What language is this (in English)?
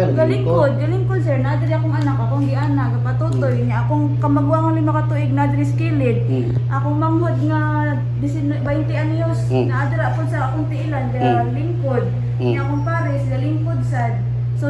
Cebuano